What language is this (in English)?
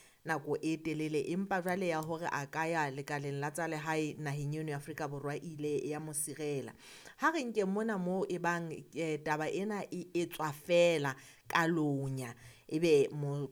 Southern Sotho